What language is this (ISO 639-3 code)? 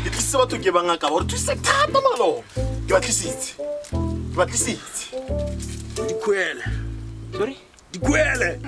tsn